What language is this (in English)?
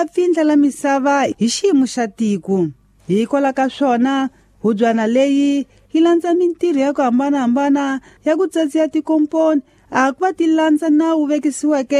Tsonga